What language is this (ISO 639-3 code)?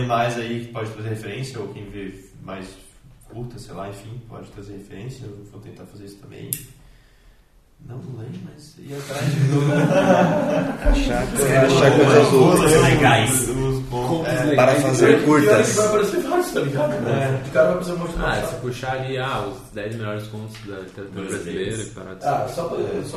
por